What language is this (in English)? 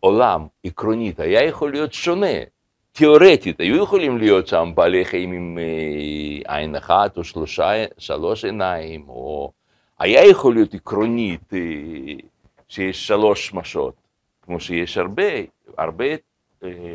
Hebrew